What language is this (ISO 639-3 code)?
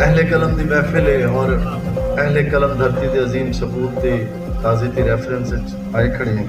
skr